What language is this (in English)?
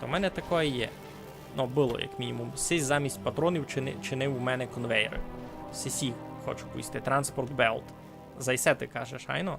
Rusyn